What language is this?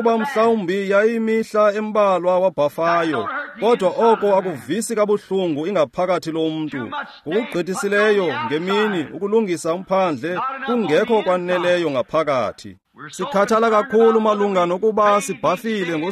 Xhosa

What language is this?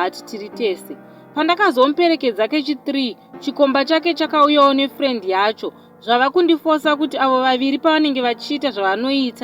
Shona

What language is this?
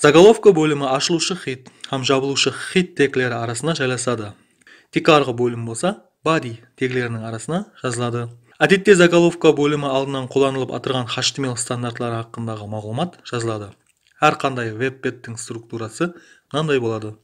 Kara-Kalpak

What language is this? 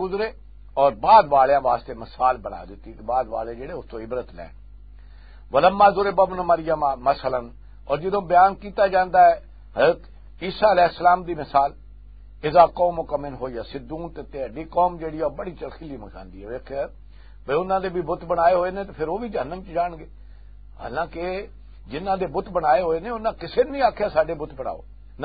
Western Panjabi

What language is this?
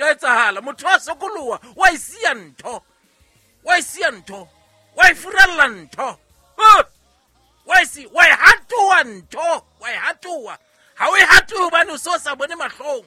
Southern Sotho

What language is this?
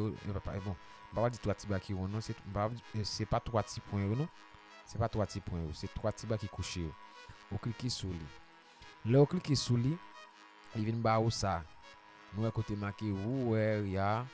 Haitian Creole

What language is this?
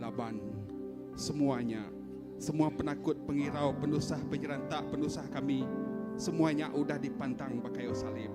Iban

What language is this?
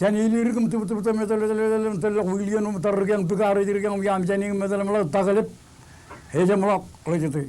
Marshallese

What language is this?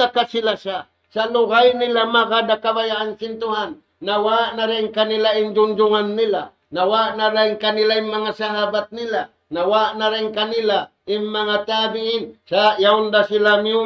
Tausug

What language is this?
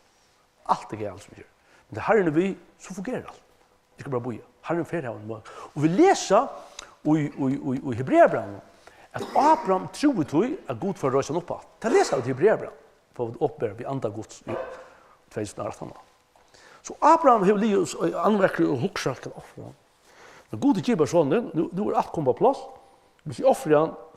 Faroese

